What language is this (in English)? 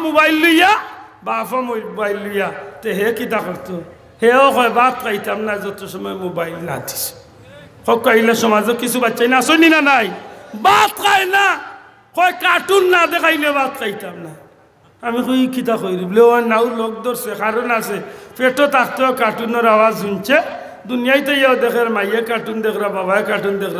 Sylheti